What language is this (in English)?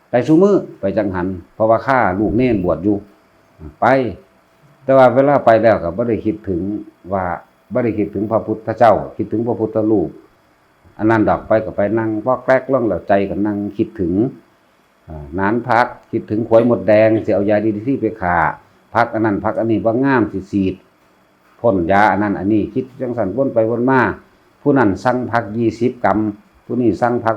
Northeastern Thai